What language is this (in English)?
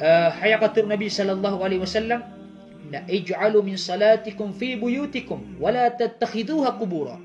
Maranao